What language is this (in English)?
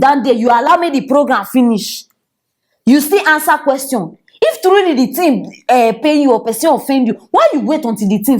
Nigerian Pidgin